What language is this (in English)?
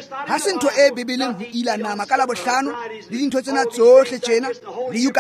Tswana